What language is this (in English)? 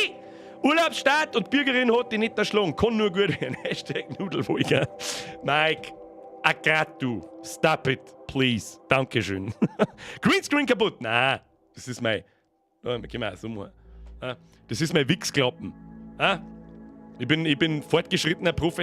Bavarian